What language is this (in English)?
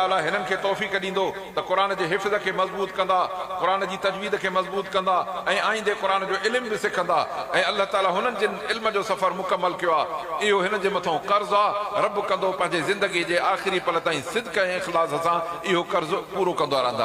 Sindhi